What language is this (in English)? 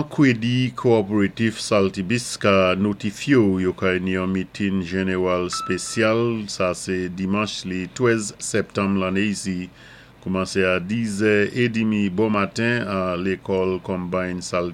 Saint Lucian Creole French